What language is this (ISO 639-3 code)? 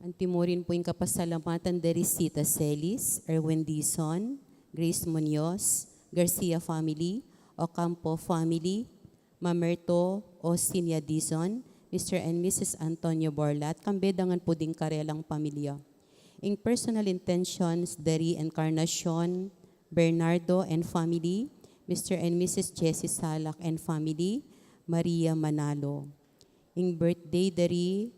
pam